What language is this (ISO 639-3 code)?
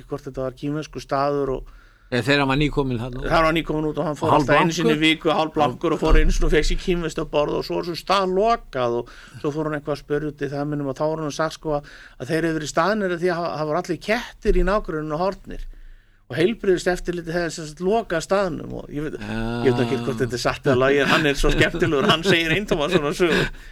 isl